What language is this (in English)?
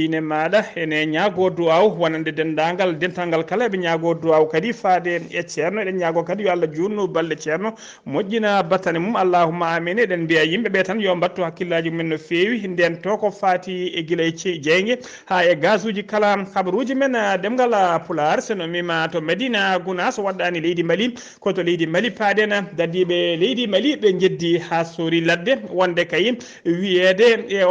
Fula